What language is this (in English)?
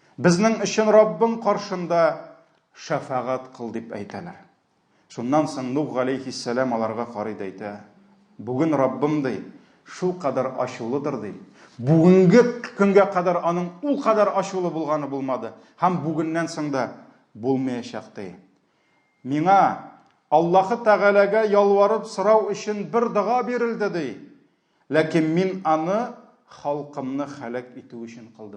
Tatar